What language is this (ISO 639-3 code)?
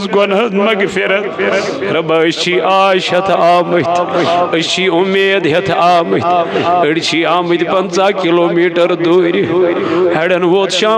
kas